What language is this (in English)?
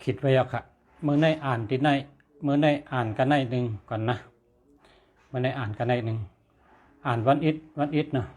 Shan